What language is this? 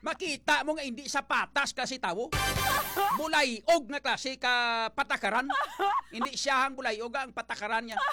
Hiligaynon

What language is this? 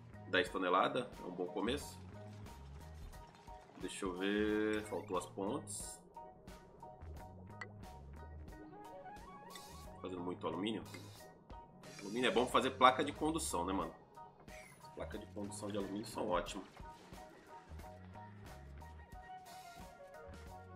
Portuguese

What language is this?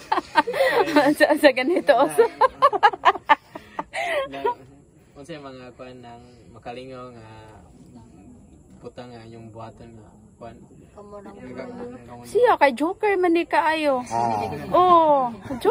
Cebuano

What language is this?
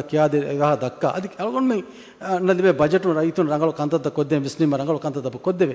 Divehi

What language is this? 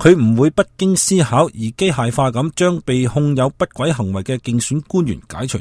Cantonese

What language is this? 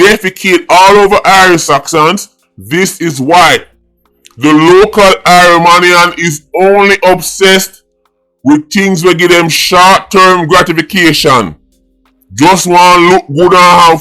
Jamaican Creole English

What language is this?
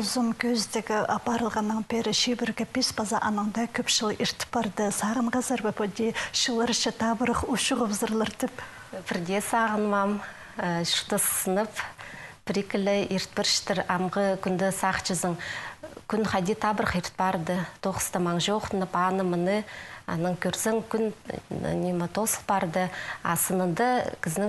Khakas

